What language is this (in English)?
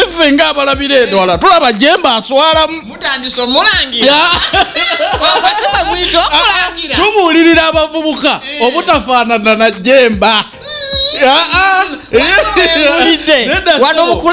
Ganda